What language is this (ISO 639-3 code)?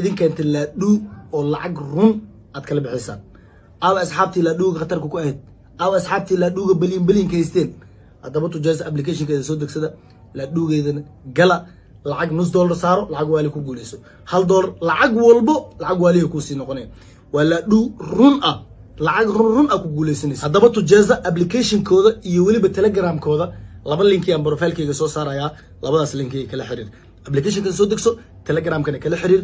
som